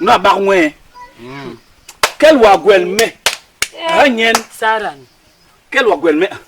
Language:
Basaa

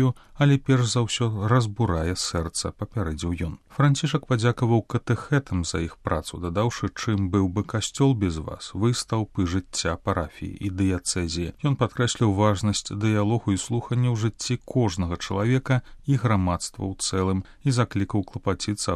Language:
Belarusian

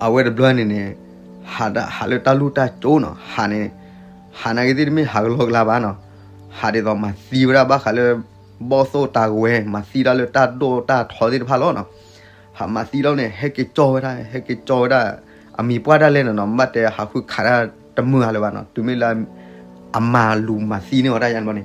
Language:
S'gaw Karen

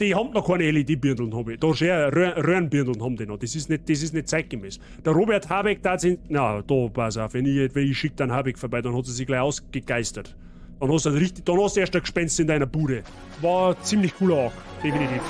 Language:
Bavarian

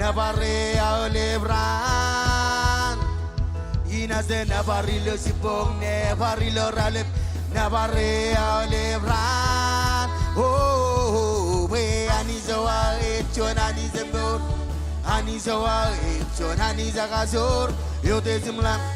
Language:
Marshallese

